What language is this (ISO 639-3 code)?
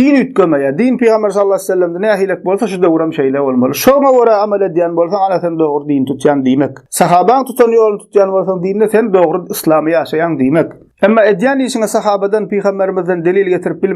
tuk